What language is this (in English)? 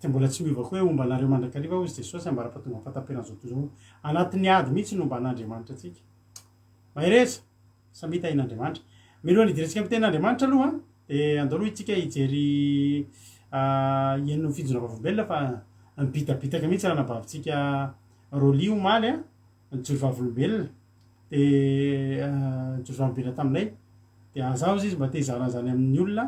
Malagasy